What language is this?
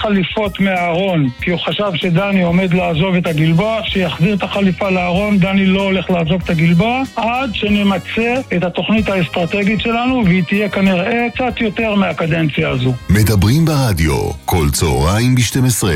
Hebrew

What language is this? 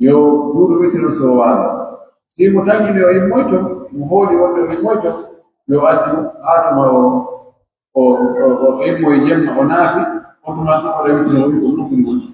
Pular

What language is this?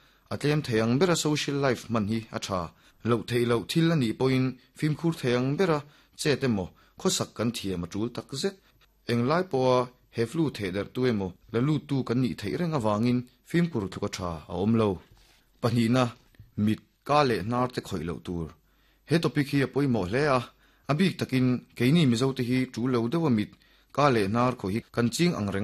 Mizo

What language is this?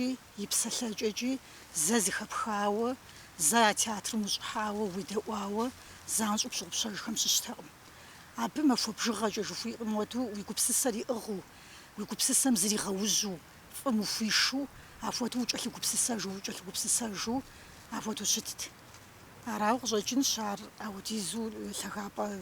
Kabardian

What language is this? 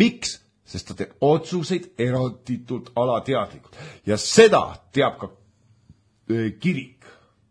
Estonian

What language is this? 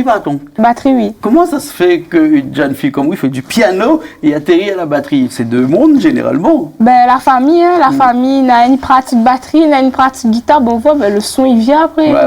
Réunion Creole French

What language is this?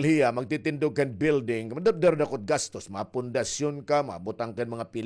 Waray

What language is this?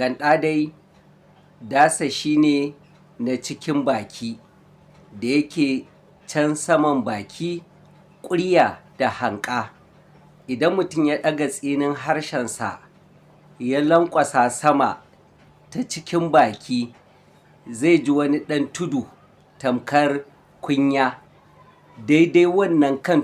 Hausa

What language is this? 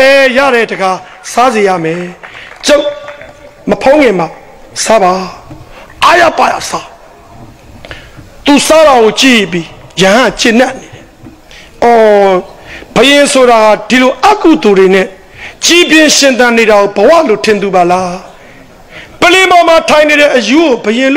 Burmese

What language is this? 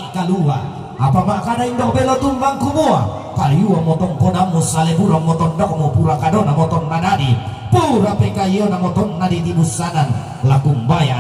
Toraja-Sa'dan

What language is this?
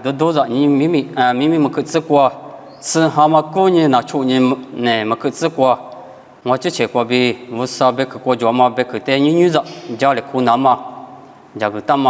Lisu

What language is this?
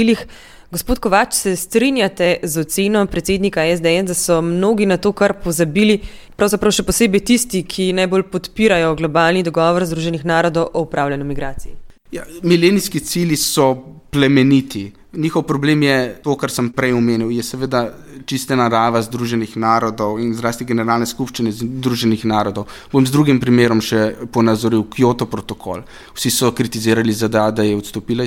Slovenian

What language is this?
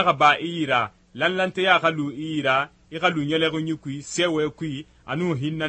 Susu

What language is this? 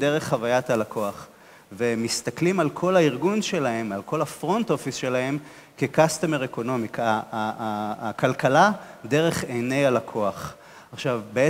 Hebrew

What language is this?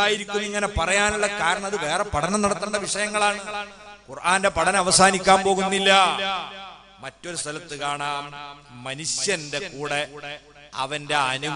Malayalam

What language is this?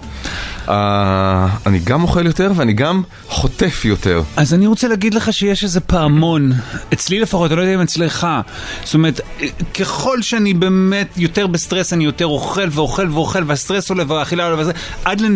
Hebrew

